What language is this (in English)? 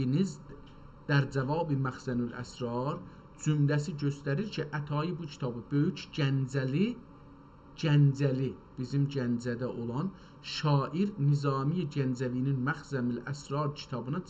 South Azerbaijani